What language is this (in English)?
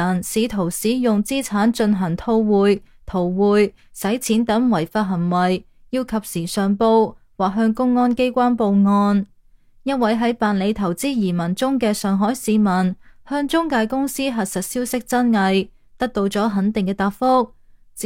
Cantonese